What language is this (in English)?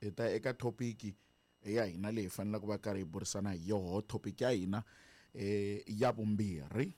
Tsonga